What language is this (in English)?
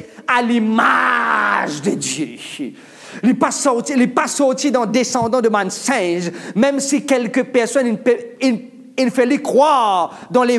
Morisyen